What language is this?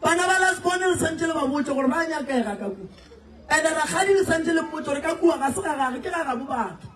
Northern Sotho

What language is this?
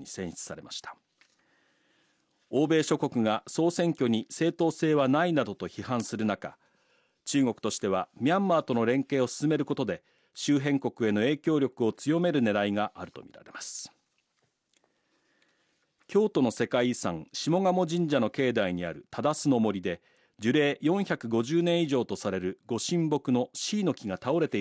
Japanese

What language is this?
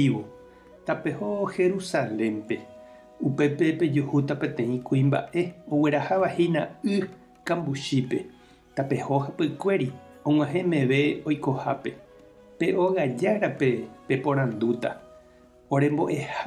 Guarani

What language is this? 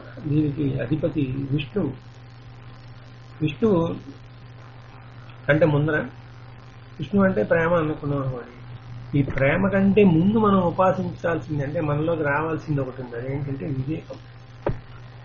Telugu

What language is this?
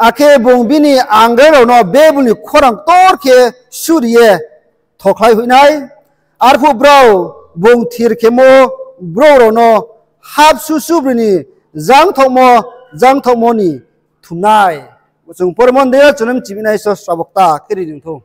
Riang (India)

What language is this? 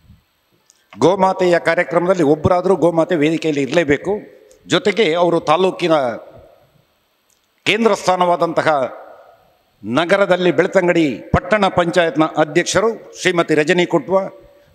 Kannada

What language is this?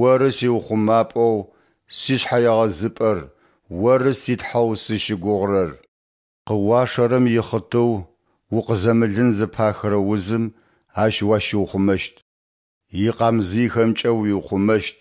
Adyghe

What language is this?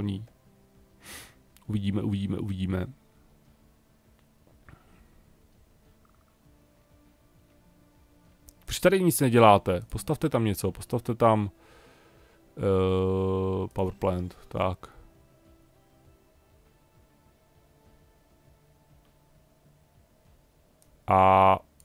Czech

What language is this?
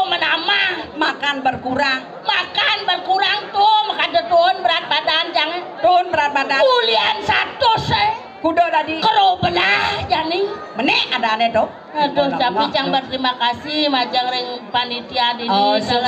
Balinese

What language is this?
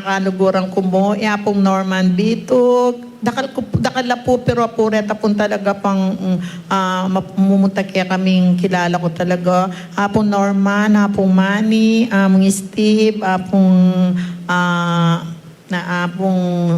Pampanga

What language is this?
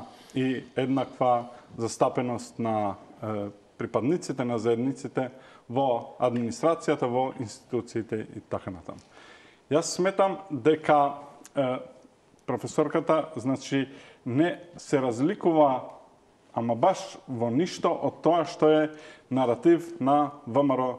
Macedonian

